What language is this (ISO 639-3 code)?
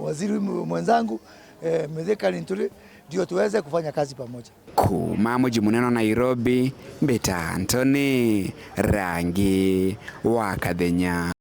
mer